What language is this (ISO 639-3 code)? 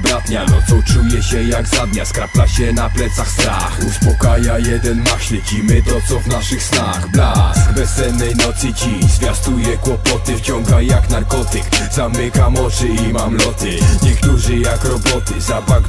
pol